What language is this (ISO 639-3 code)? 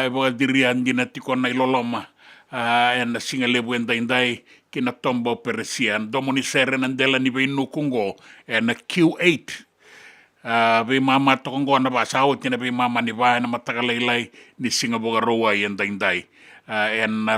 fij